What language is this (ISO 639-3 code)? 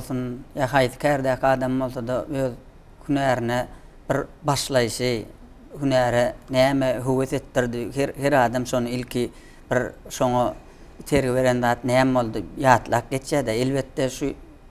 tuk